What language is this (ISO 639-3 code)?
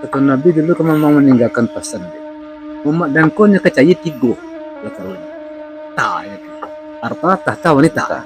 min